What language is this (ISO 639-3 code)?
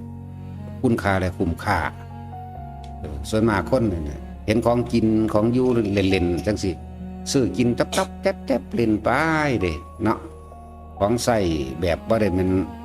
lao